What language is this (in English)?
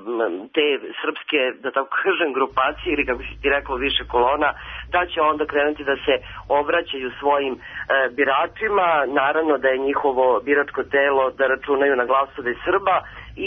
Serbian